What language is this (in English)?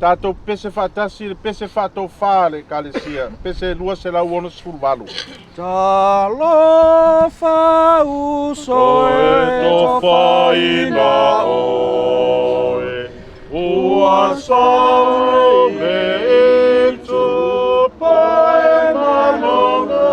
Samoan